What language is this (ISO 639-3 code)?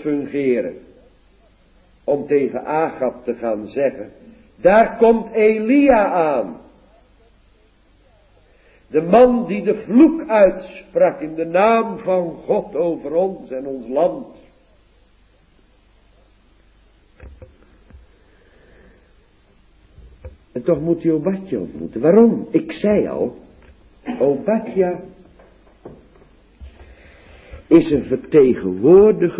nld